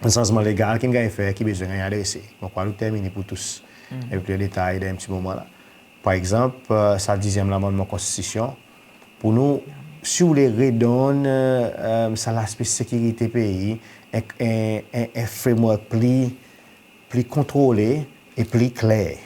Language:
Seselwa Creole French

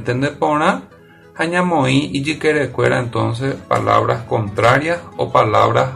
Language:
Guarani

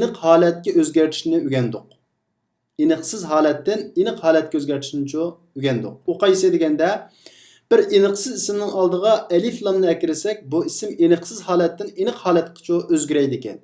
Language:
Uyghur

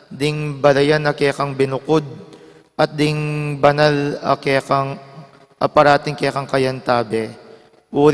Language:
Pampanga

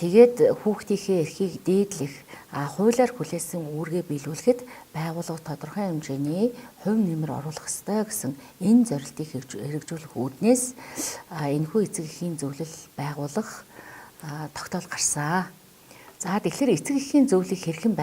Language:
Mongolian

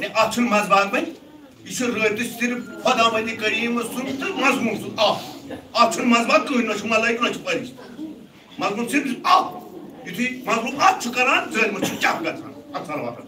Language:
Kashmiri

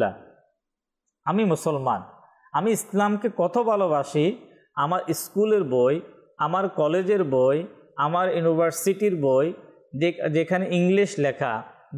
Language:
Bangla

